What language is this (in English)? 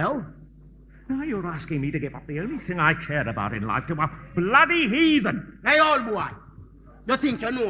Jamaican Creole English